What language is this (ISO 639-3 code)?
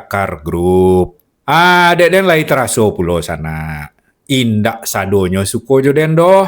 min